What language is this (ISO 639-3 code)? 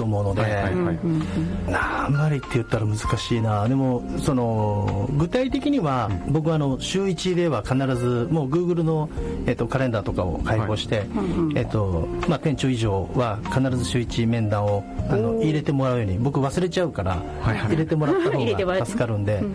jpn